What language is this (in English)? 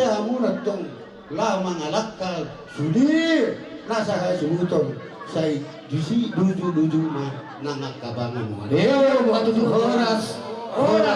Batak Toba